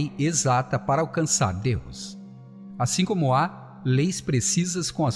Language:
Portuguese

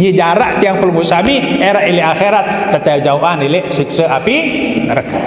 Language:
Sasak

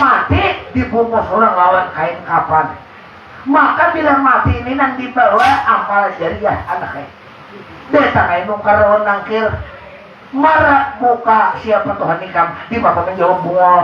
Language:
Banjar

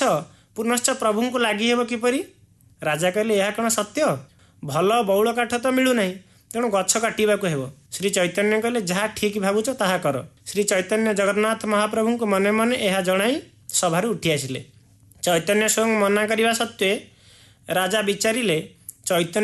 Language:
Odia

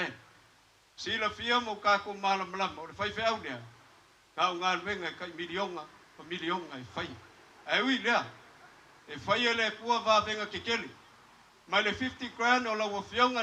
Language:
Samoan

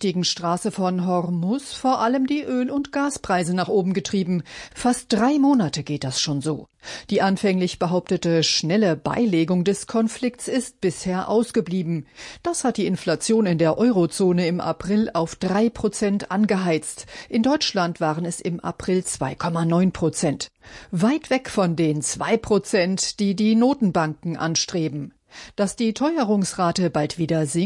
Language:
German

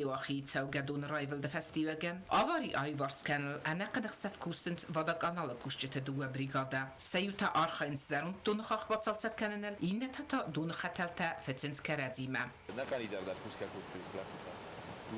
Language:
Ossetic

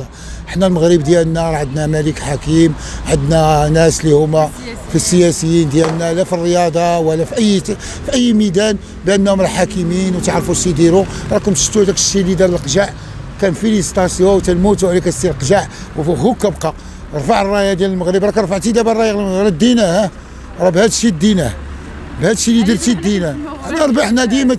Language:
Moroccan Arabic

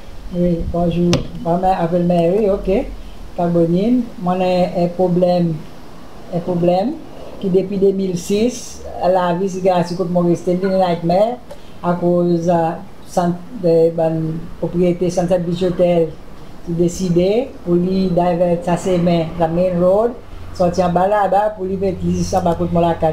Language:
Seselwa Creole French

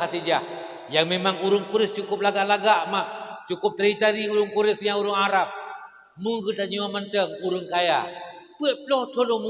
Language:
Achinese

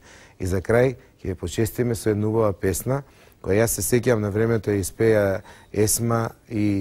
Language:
Macedonian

